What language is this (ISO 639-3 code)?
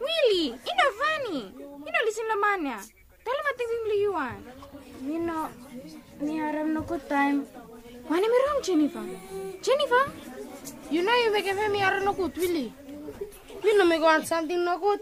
bis